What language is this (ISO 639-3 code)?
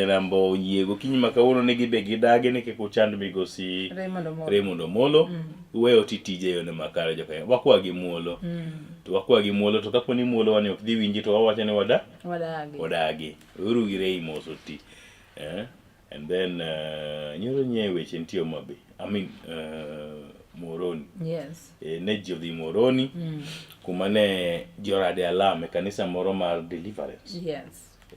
luo